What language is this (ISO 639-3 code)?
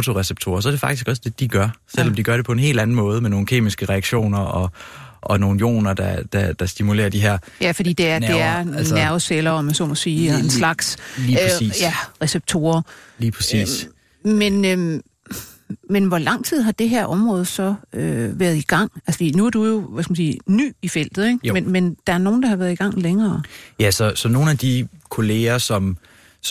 dan